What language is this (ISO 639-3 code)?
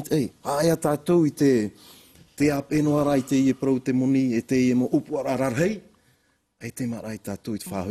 tah